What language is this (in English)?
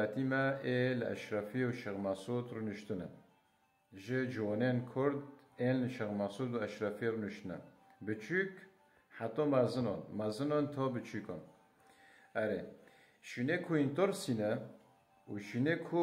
Kurdish